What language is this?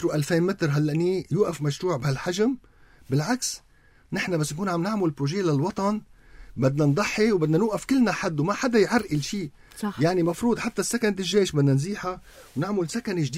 North Levantine Arabic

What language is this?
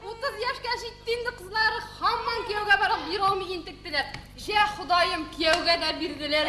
Tatar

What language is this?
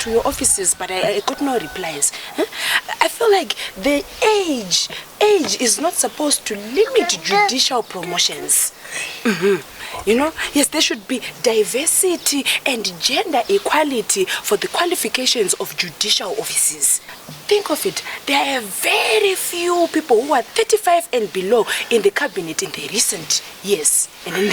Shona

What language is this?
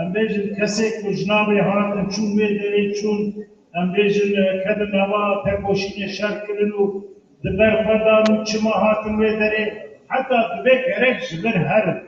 Kurdish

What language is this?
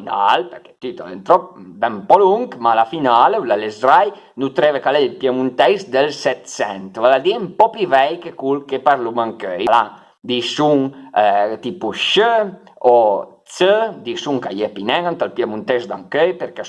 Piedmontese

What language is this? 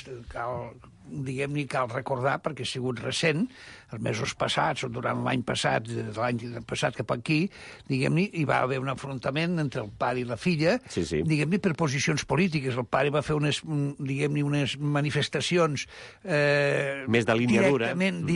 Catalan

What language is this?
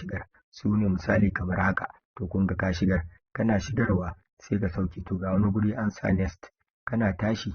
Hausa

